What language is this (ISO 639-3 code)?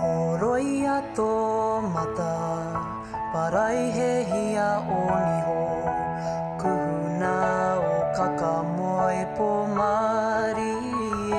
mri